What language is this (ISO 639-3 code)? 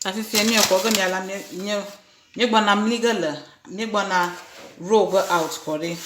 ewe